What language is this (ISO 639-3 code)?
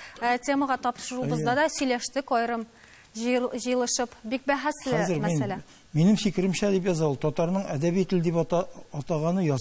tat